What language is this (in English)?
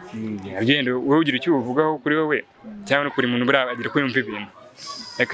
Kinyarwanda